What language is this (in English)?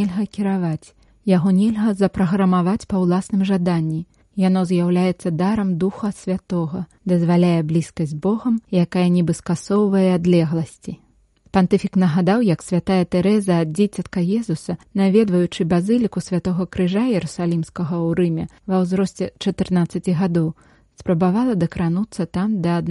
Belarusian